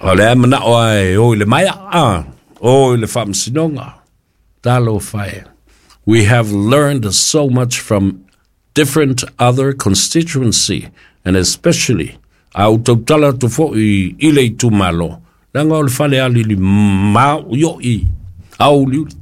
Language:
Samoan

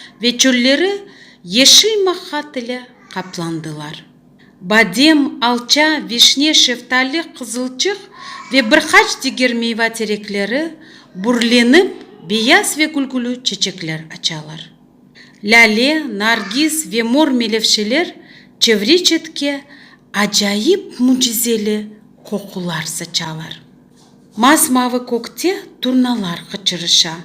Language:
Crimean Tatar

